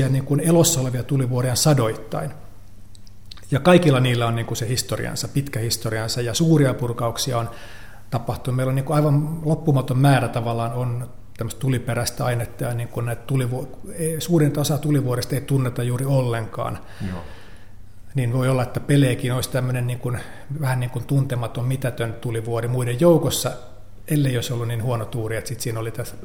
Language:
Finnish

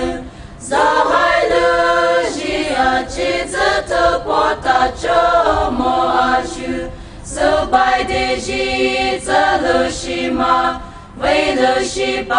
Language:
Poumei Naga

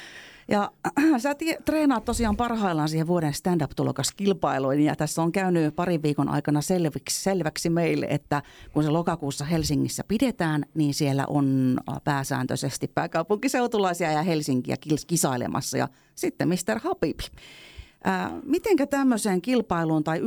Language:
Finnish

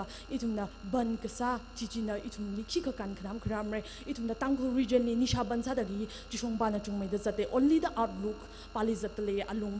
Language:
Tangkhul Naga (India)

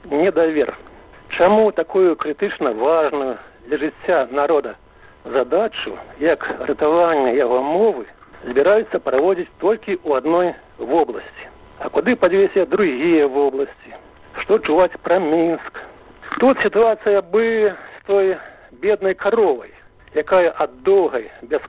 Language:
Belarusian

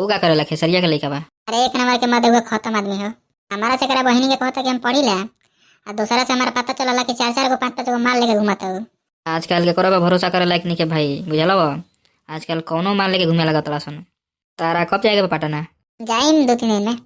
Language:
Bhojpuri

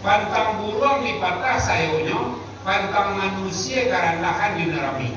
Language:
Minangkabau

